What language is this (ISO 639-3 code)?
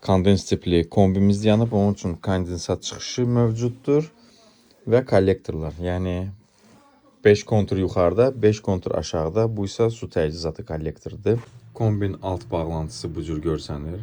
aze